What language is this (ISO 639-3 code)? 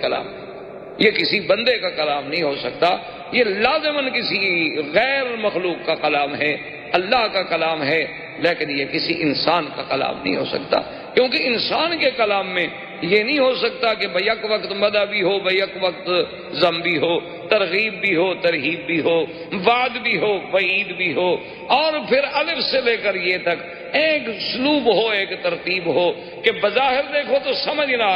urd